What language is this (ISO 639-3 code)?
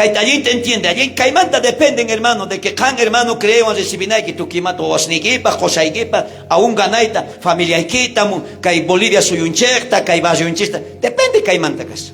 quh